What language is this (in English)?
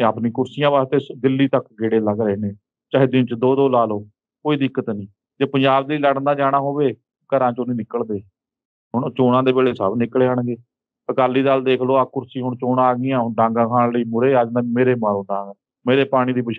Punjabi